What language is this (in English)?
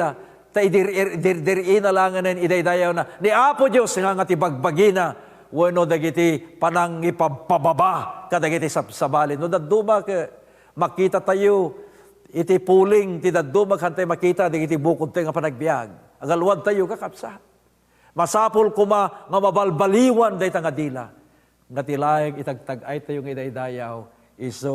Iloko